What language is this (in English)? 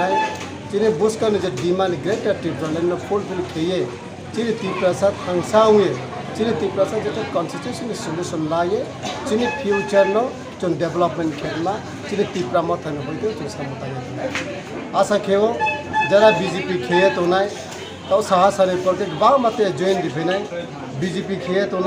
Kok Borok